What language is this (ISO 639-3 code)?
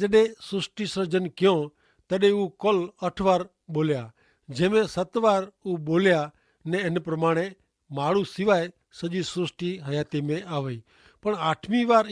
kfr